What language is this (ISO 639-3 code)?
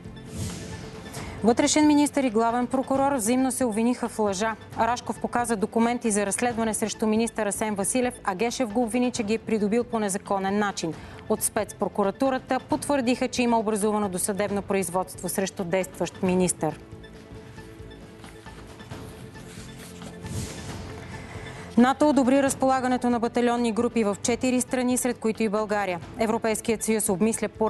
bul